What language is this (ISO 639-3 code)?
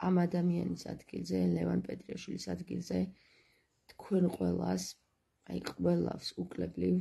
kat